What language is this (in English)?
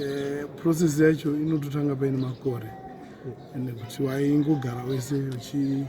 Shona